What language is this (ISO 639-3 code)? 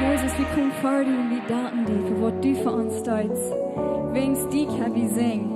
pdt